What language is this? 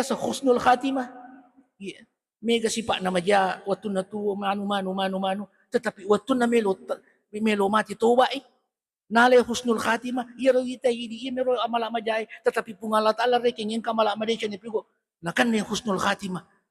Buginese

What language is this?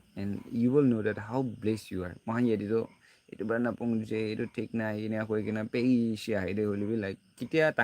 Naga Pidgin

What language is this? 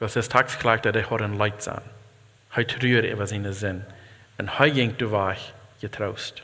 Plautdietsch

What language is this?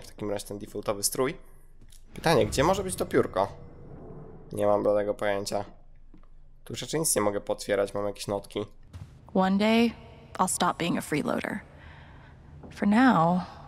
Polish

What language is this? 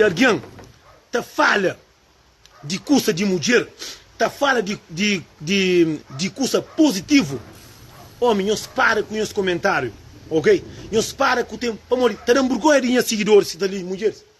Kabuverdianu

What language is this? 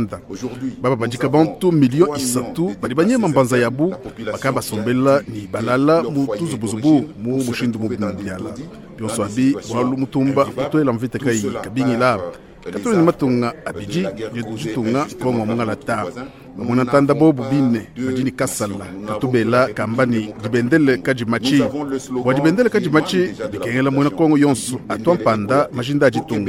Luba-Lulua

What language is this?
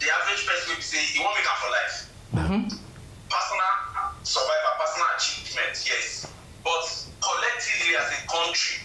Nigerian Pidgin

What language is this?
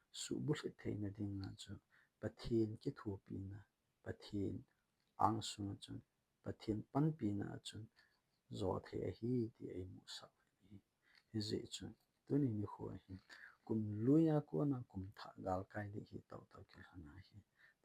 Thado Chin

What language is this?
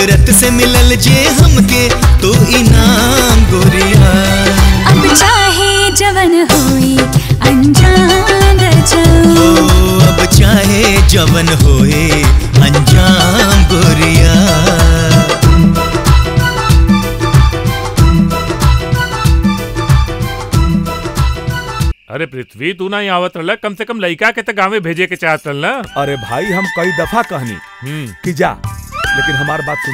Bhojpuri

